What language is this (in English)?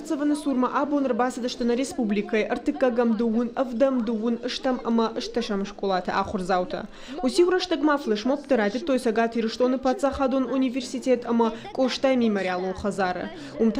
Ossetic